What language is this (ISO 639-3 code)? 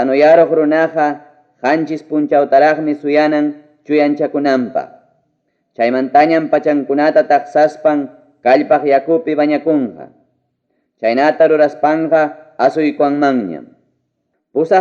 quy